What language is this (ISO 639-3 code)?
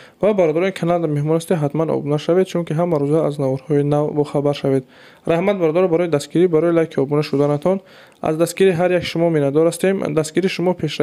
tgk